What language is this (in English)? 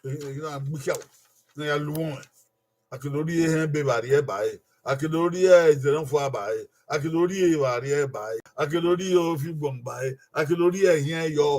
Bini